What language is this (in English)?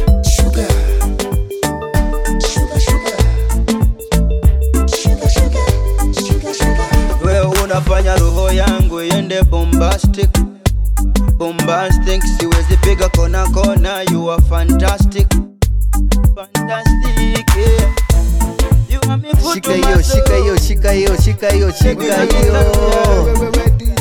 Swahili